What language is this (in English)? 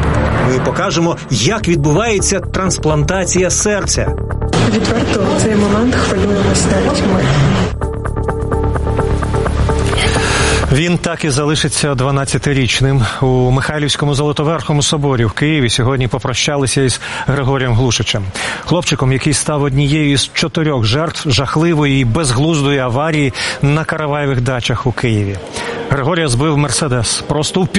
Ukrainian